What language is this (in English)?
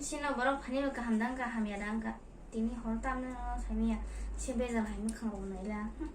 Kok Borok